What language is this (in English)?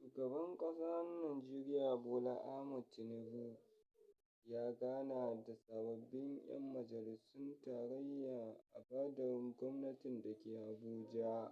Hausa